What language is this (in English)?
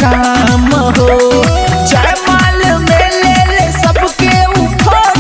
Bhojpuri